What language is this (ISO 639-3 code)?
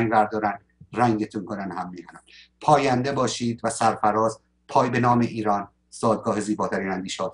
fas